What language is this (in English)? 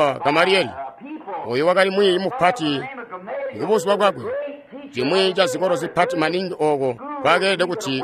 Tonga (Zambia)